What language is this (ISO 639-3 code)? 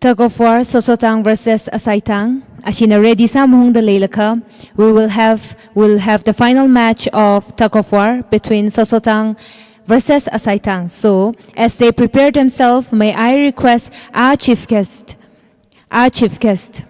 nmf